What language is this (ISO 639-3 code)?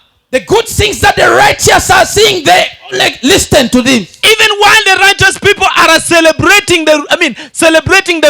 laj